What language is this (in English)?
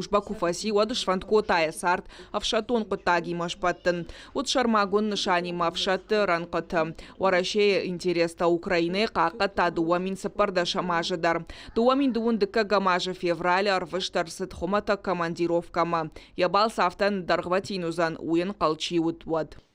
Ossetic